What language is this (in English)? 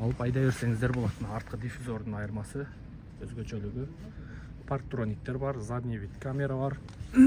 Kyrgyz